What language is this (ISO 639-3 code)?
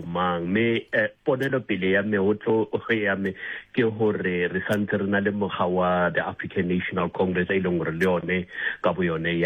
sot